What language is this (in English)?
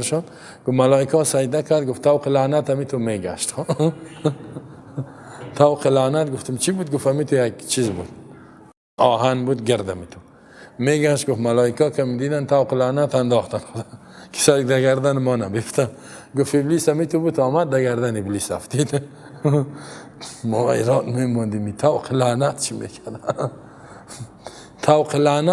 Persian